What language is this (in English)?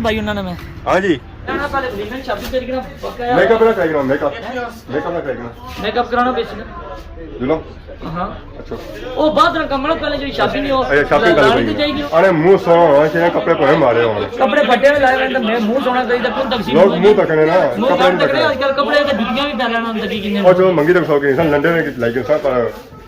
Pahari-Potwari